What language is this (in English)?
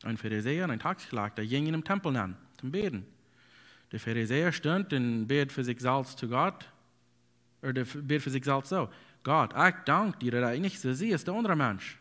Plautdietsch